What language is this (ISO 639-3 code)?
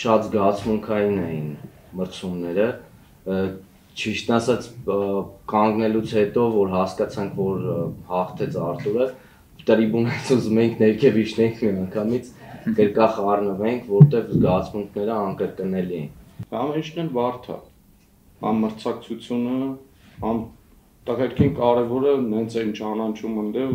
hye